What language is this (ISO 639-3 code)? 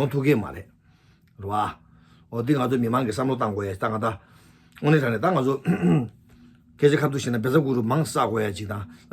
bod